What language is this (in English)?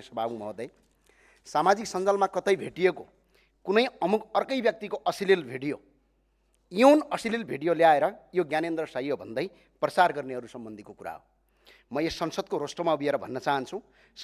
Nepali